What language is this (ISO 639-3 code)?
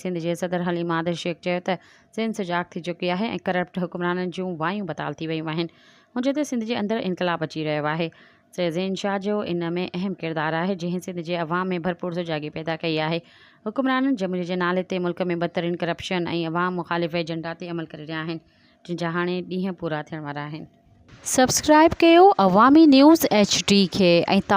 snd